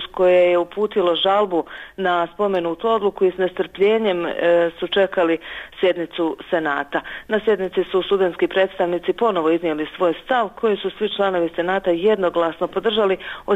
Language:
Bosnian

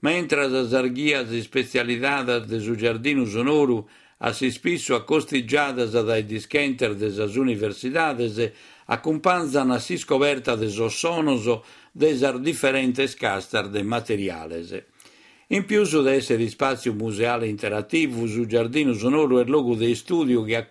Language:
Sardinian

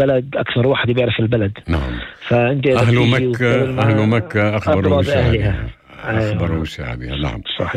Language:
North Levantine Arabic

